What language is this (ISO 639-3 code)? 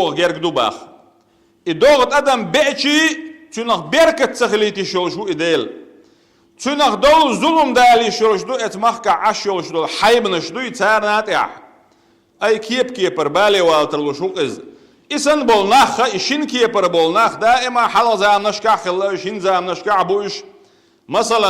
che